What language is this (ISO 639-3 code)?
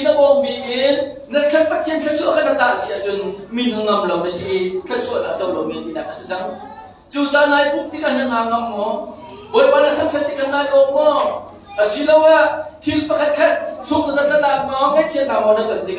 cnh